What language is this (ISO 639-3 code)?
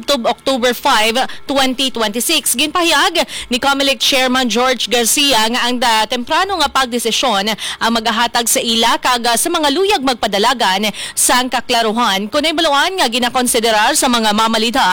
hil